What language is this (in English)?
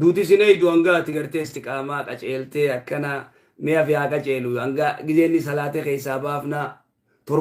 Oromo